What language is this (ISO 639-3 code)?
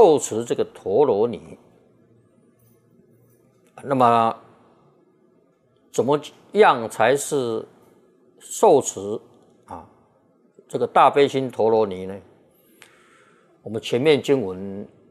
zho